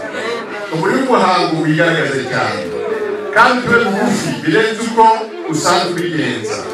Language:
Kinyarwanda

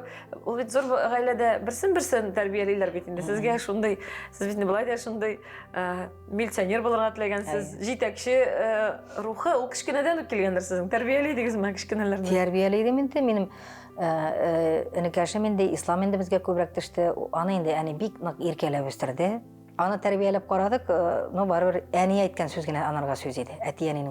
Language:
Tatar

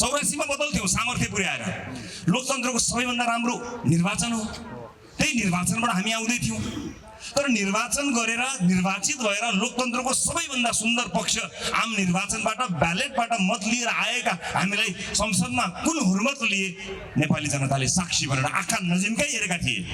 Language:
Nepali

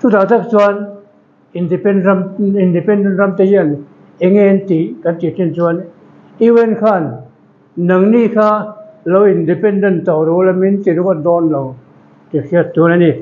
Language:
Mizo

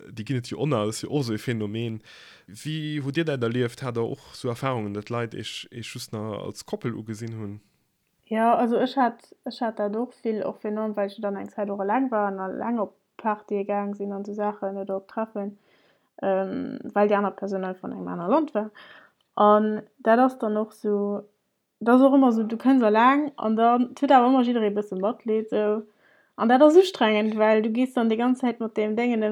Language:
Luxembourgish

